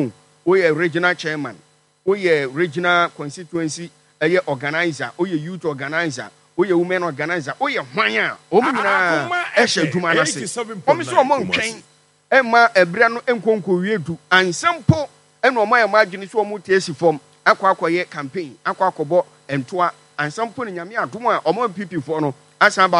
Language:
Akan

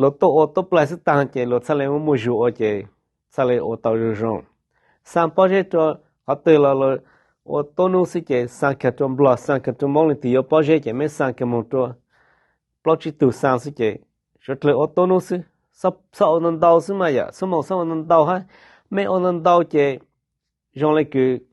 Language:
Hmong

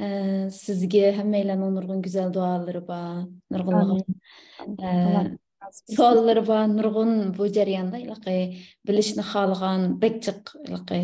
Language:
Uyghur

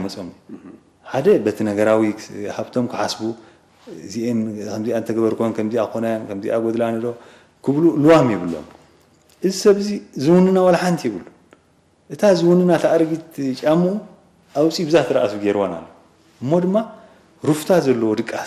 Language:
Tigrinya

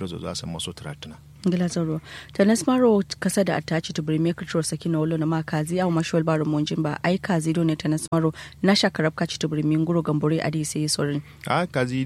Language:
Kanuri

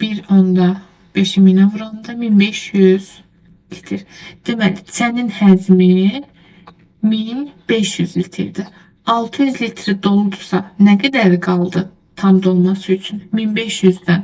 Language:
Azerbaijani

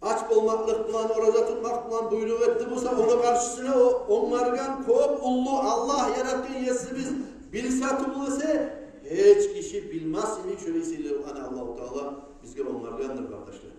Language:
Kumyk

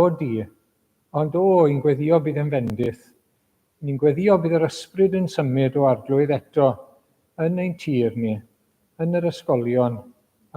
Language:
Welsh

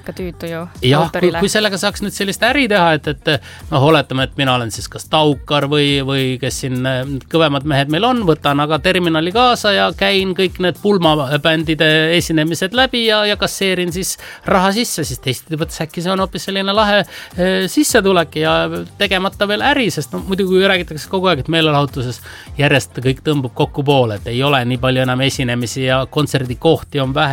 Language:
Estonian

